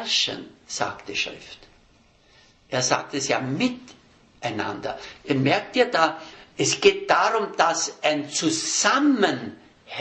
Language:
German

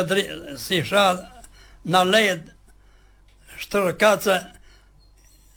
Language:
Croatian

